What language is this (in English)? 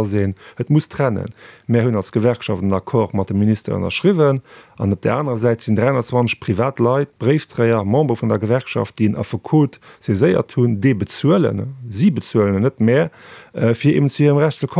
Luxembourgish